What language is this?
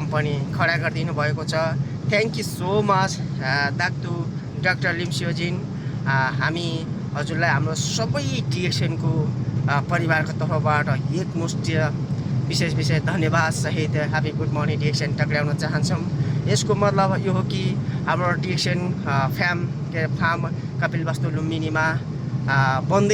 Nepali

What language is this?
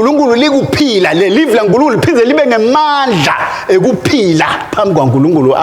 Swati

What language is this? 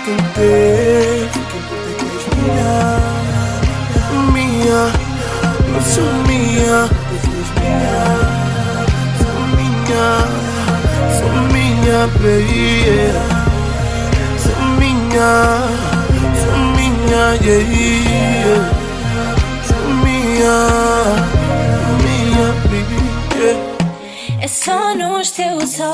Portuguese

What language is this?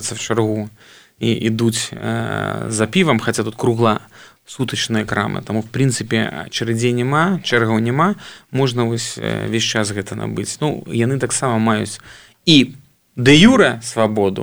Belarusian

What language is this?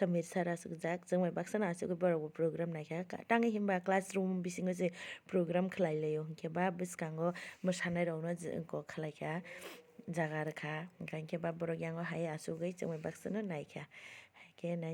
Kok Borok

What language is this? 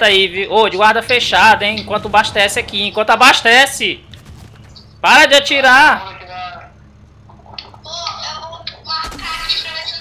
Portuguese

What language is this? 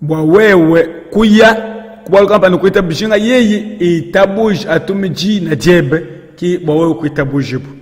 Luba-Lulua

